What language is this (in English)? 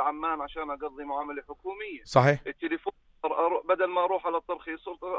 North Levantine Arabic